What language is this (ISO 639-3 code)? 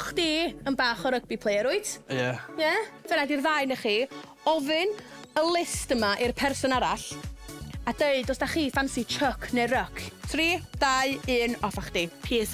cym